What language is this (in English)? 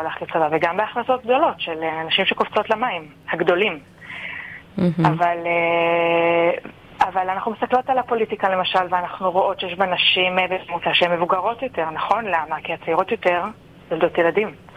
Hebrew